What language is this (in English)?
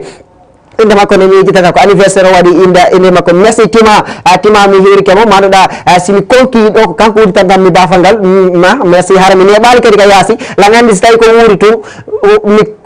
Fula